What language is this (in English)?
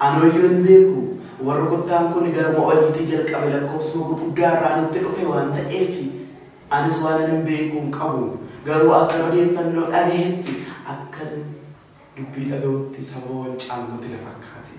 Oromo